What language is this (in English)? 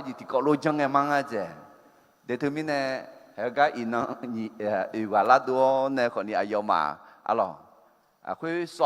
Akha